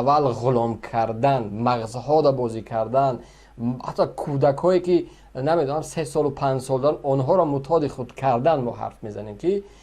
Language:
Tajik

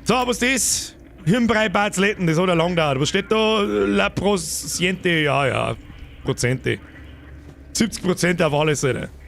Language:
Bavarian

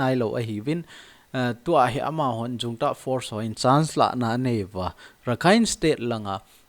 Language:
Thado Chin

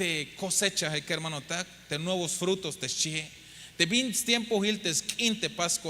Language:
Tzeltal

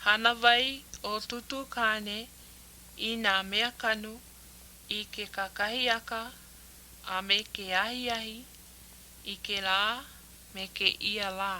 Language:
Hawaiian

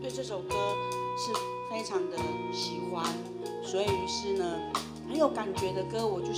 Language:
Chinese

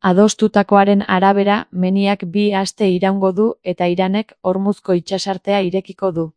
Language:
Basque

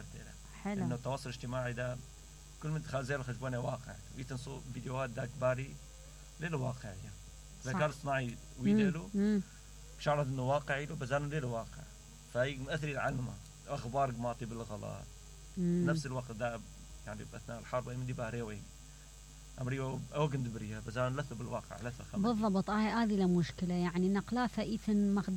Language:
Mesopotamian Arabic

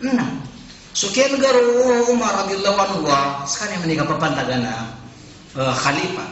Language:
Maranao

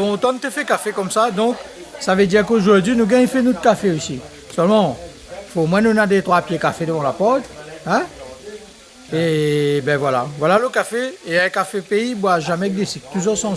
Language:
Réunion Creole French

